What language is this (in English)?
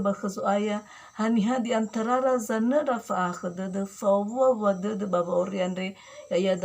Nias